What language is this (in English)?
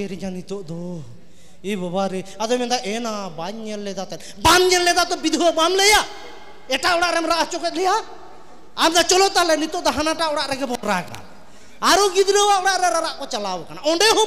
Santali